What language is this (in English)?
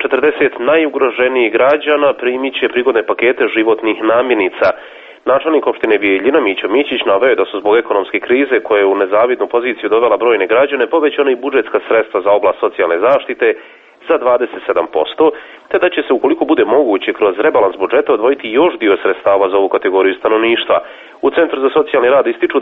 Serbian